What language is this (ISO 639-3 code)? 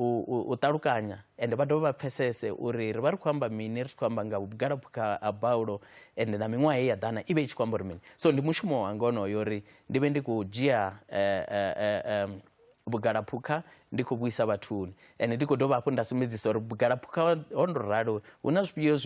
ven